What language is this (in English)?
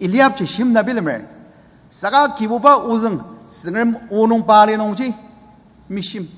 Ao Naga